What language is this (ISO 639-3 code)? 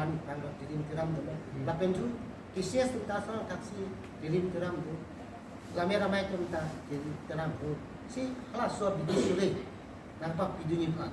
mjw